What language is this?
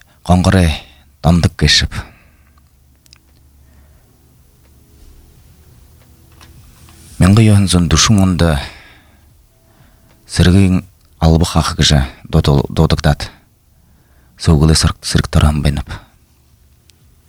Buriat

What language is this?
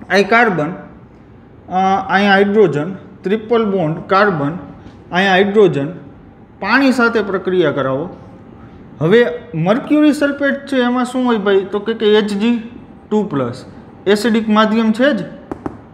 Gujarati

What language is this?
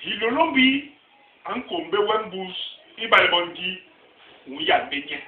Basaa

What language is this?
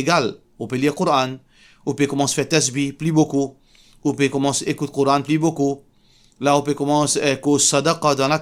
Morisyen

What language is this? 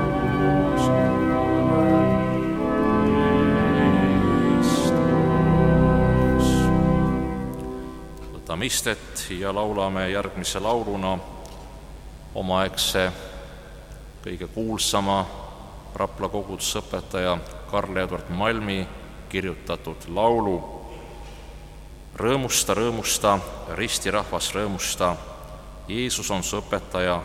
Estonian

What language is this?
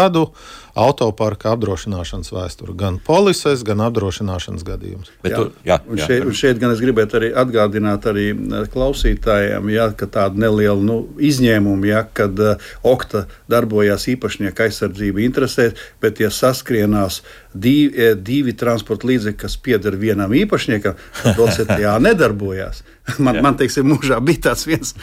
Latvian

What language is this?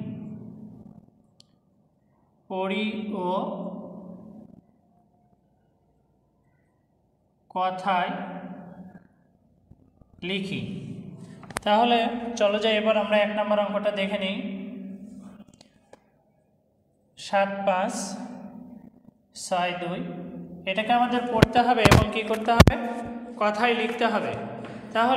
Bangla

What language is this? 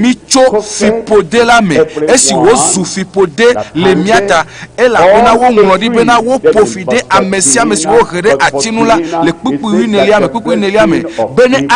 Ewe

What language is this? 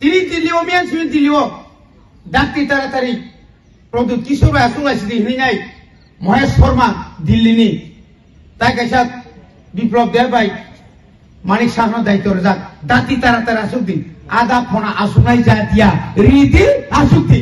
Kok Borok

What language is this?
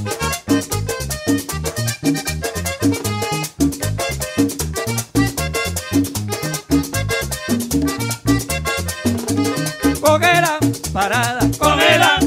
Spanish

